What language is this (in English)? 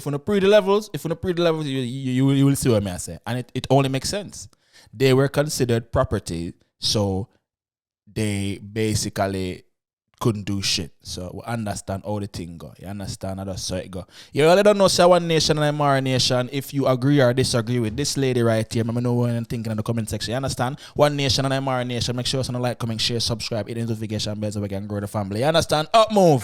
Jamaican Creole English